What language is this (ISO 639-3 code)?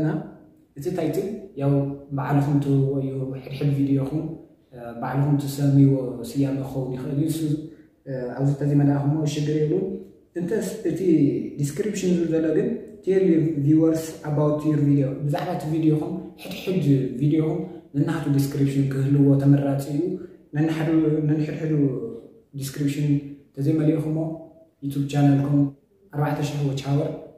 tir